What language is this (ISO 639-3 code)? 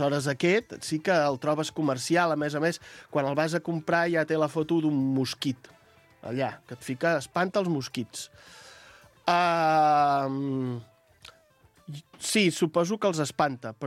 cat